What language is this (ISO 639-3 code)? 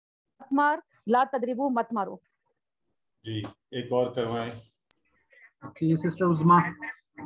urd